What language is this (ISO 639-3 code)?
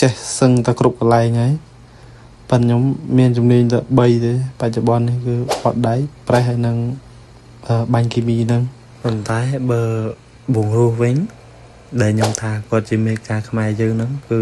khm